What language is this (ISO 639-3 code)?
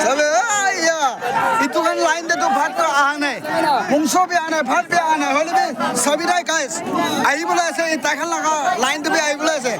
nag